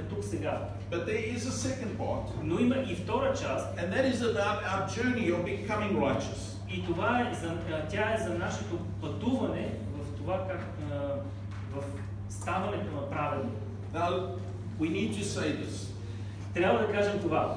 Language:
Bulgarian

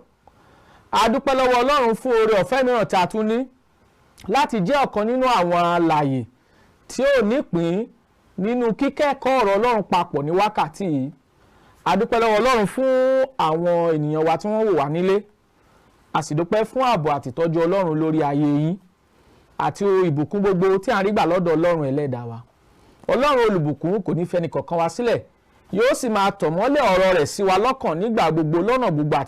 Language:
Yoruba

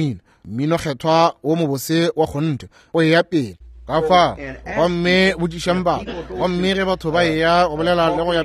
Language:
Northern Sotho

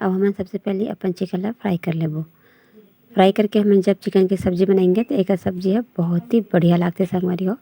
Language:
Chhattisgarhi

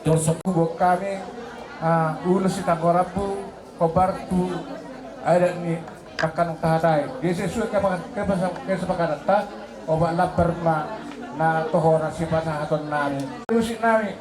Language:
Batak Toba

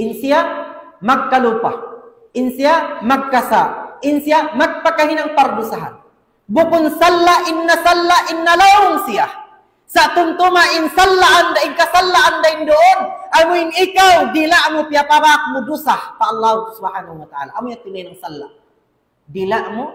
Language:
Tausug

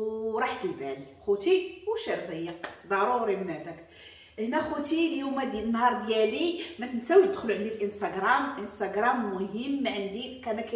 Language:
Moroccan Arabic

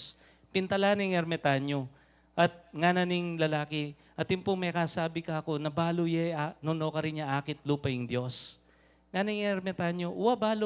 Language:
Pampanga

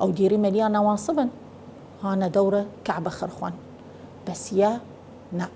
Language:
Southern Kurdish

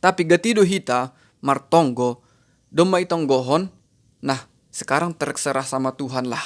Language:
Batak Simalungun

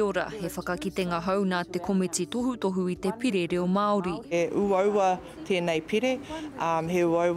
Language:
Māori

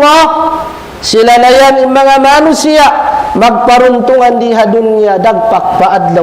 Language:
Tausug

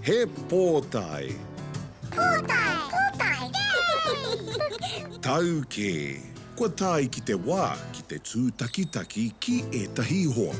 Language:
Māori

